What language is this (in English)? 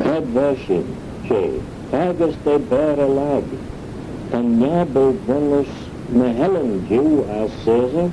Manx